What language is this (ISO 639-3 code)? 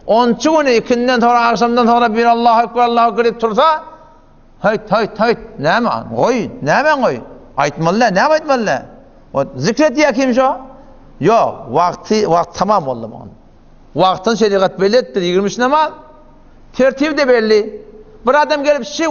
tuk